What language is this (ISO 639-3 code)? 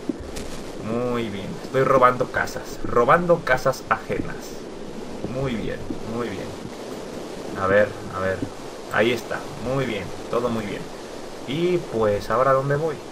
spa